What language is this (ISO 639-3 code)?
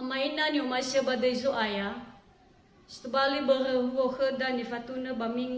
nia